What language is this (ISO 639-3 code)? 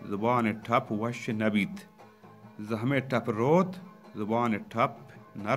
bal